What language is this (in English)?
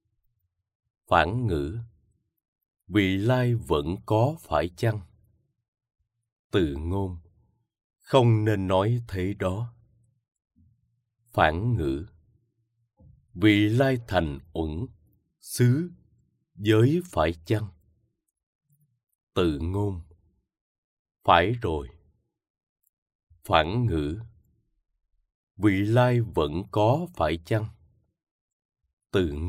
Vietnamese